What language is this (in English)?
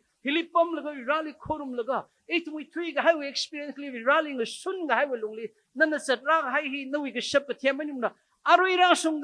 Tangkhul Naga (India)